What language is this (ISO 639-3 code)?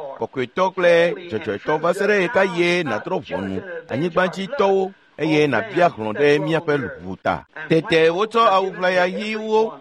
ewe